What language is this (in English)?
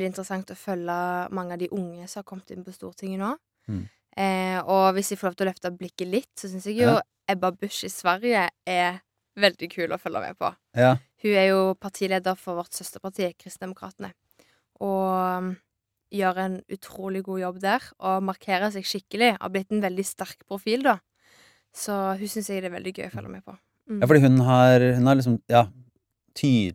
Norwegian